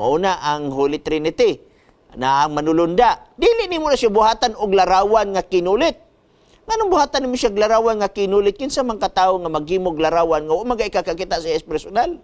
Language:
Cebuano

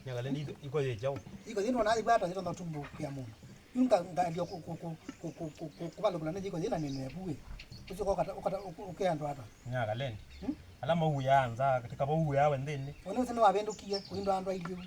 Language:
Kamba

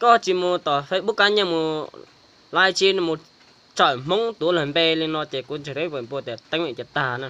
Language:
Hmong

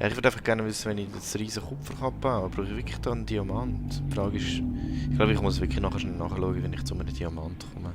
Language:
Swiss German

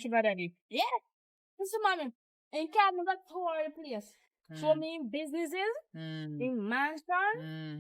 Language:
Jamaican Creole English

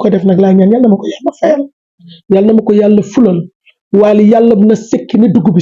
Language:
Wolof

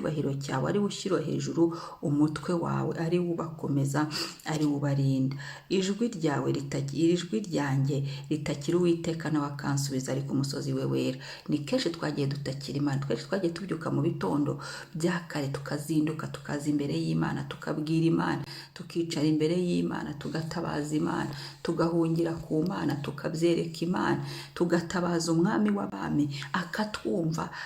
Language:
Kinyarwanda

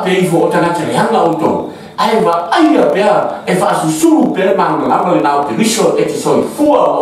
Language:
Samoan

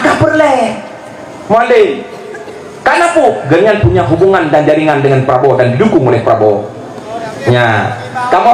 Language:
Achinese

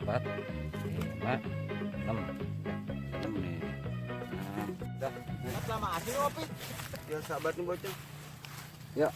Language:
Betawi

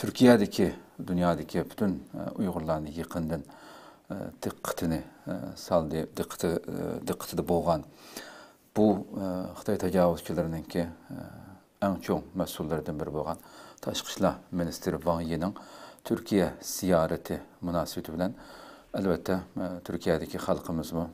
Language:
Uyghur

